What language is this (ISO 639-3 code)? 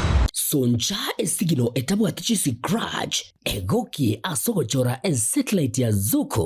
guz